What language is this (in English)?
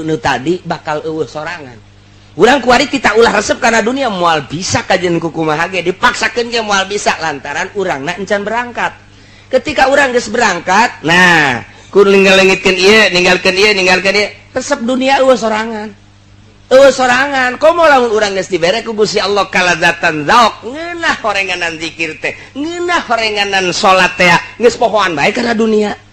Sundanese